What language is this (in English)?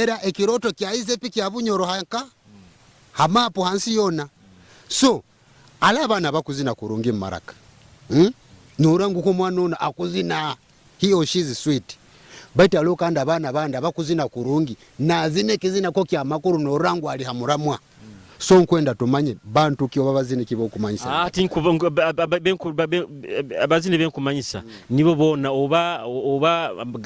Nyoro